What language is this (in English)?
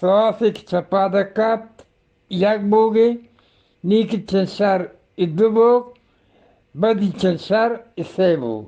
Eastern Balochi